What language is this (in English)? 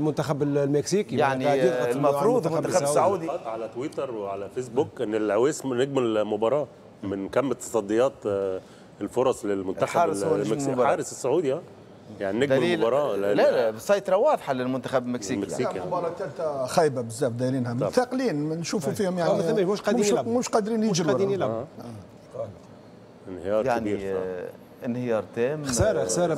Tunisian Arabic